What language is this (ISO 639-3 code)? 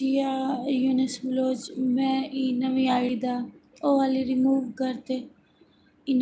skr